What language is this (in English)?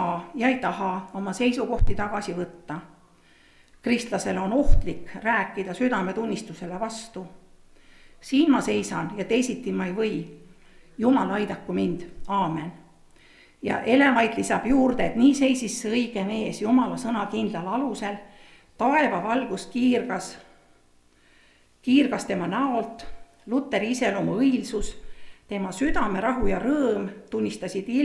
Estonian